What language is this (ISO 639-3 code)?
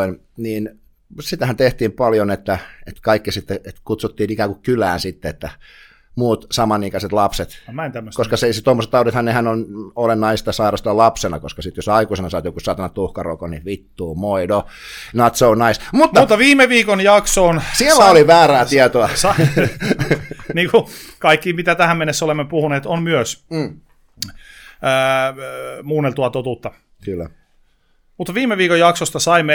fin